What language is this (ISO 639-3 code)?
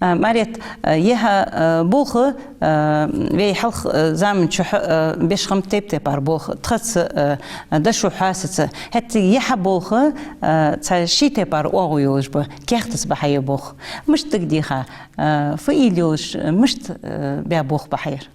inh